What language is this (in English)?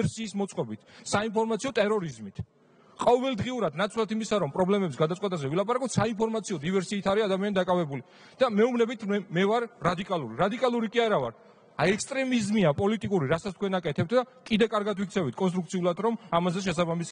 Georgian